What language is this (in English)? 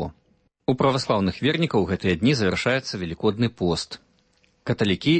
Belarusian